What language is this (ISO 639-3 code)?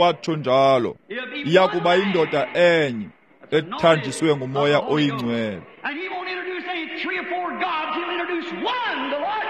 xho